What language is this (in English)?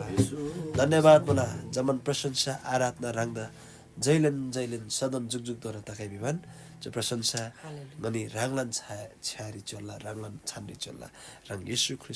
Eastern Tamang